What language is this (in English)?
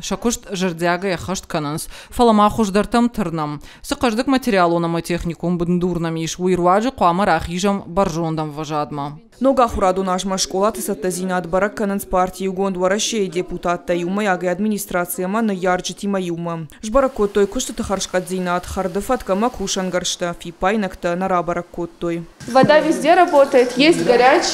Ossetic